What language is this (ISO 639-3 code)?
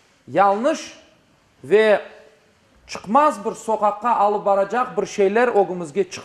crh